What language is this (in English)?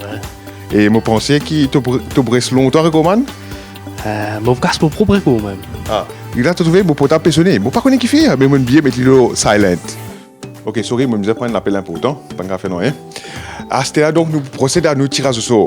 Morisyen